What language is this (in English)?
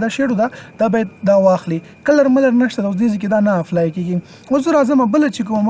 Pashto